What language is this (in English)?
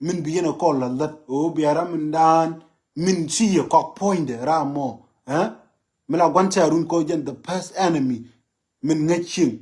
Nuer